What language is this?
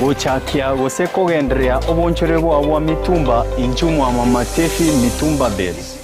Gusii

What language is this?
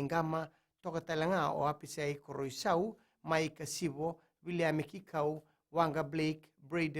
Fijian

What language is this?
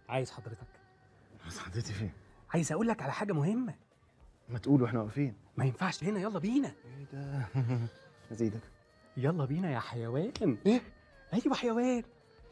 Egyptian Arabic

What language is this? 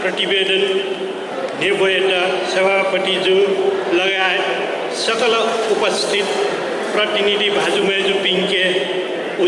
Newari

